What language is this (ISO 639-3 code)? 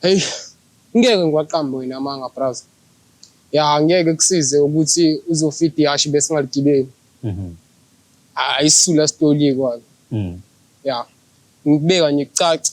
zul